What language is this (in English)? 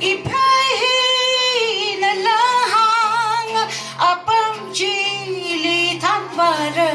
Tangkhul Naga (India)